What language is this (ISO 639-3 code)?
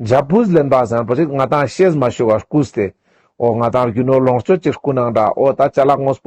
lbj